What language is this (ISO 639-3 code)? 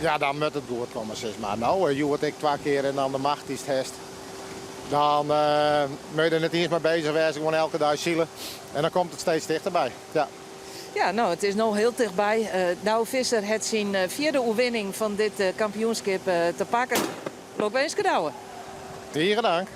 fry